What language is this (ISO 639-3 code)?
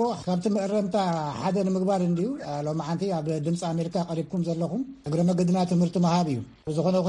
tir